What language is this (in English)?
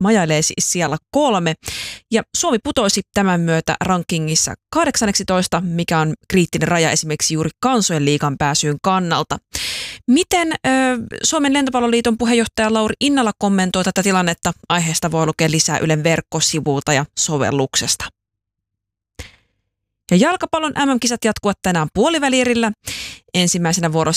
Finnish